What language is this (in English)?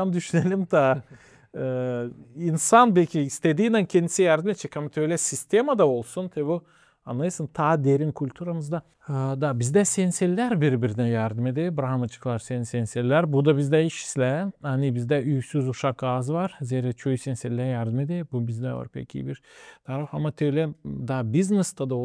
Gagauz